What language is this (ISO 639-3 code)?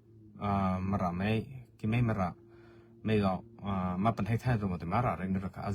mrh